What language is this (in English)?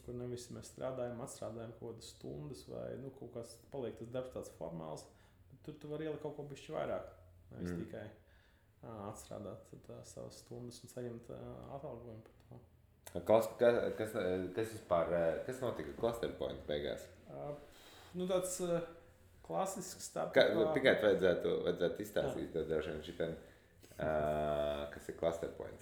Latvian